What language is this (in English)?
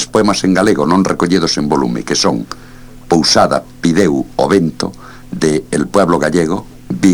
Galician